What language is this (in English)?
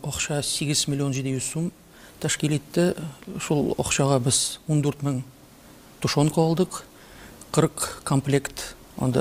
Tatar